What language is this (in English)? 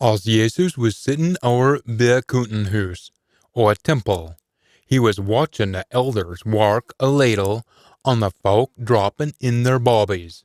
Scots